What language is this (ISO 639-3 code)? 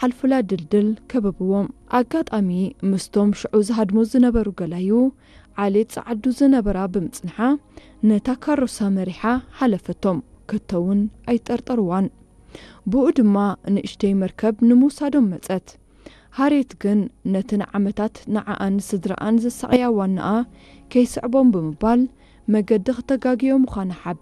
tir